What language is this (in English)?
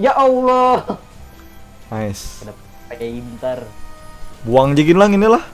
Banjar